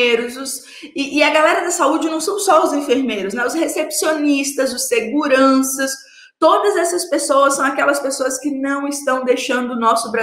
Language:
Portuguese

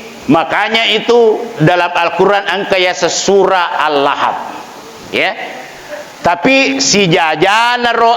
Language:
Buginese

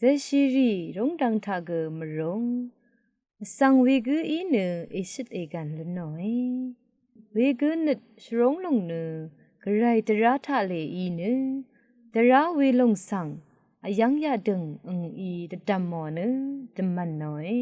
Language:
Rawang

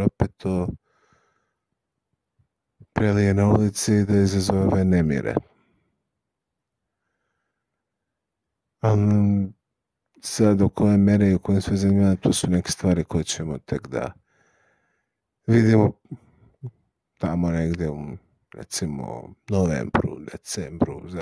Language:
Serbian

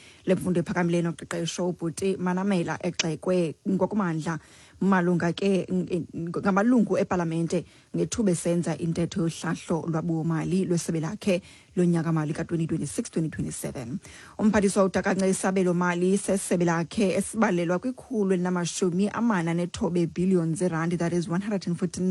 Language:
Xhosa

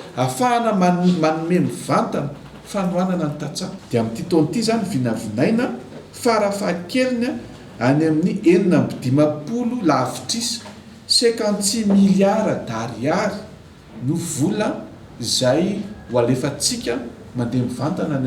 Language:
Malagasy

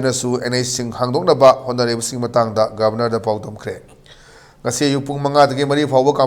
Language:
Manipuri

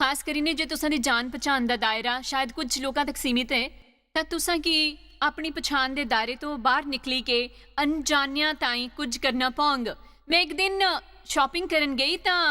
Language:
Dogri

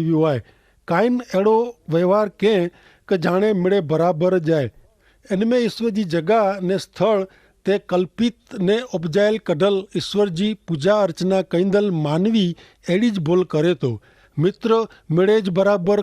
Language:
Kachhi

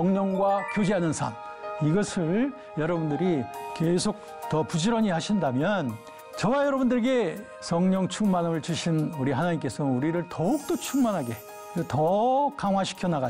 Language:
Korean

